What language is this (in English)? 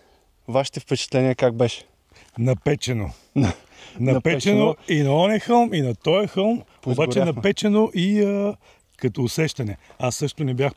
Bulgarian